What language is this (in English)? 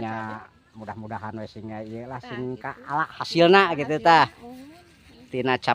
Sundanese